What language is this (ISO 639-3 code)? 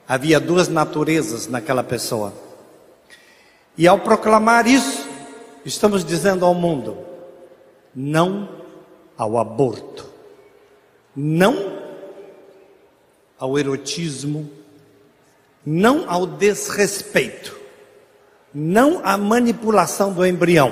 por